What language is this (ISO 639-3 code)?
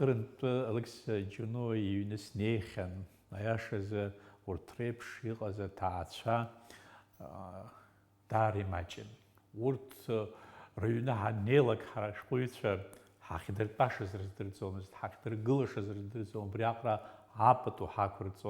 abk